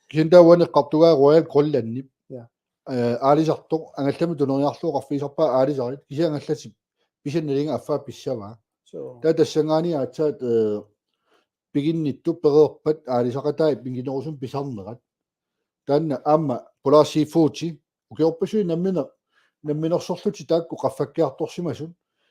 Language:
Kalaallisut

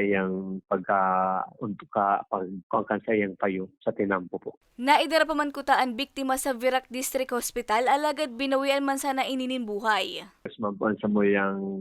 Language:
Bikol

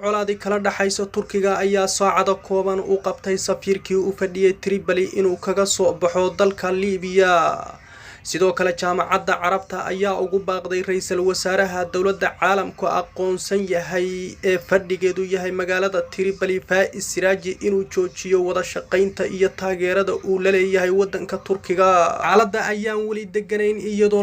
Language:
Somali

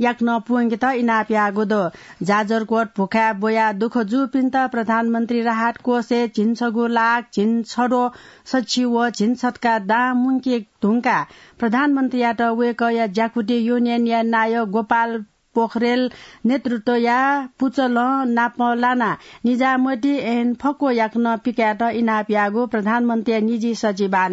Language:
Newari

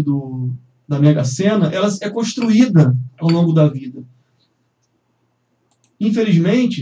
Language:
Portuguese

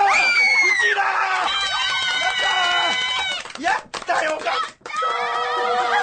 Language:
Japanese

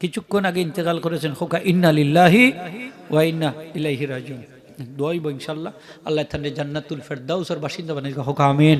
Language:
Sylheti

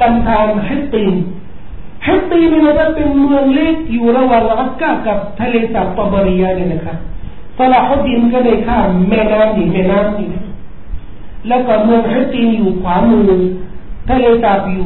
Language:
Thai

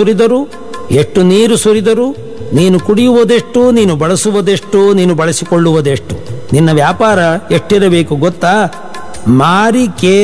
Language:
Kannada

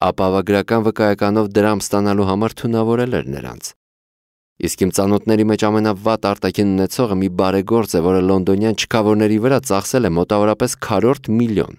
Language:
Armenian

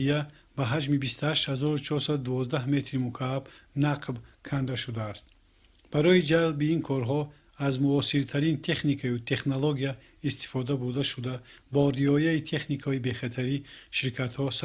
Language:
Tajik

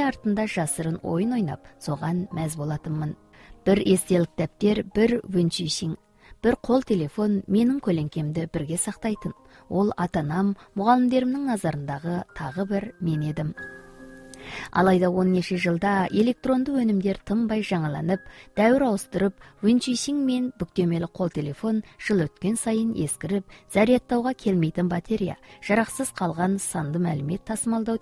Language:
Kazakh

